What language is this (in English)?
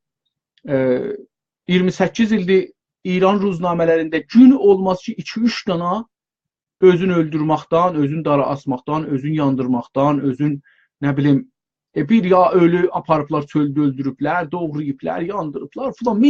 South Azerbaijani